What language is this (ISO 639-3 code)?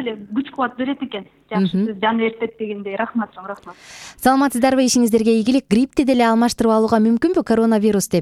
kir